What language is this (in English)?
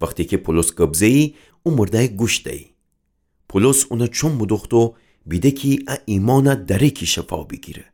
Gilaki